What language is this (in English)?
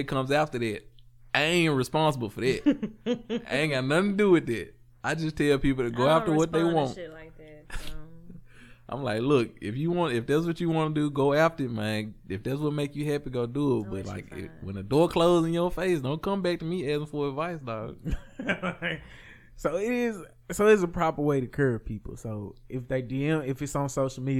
English